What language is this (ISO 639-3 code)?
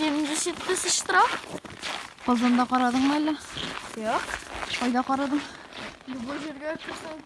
tat